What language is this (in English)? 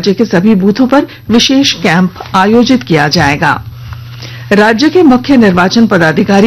Hindi